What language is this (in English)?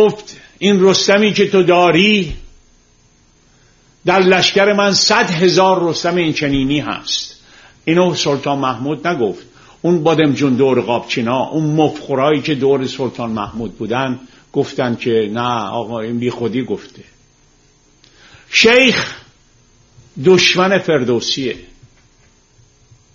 Persian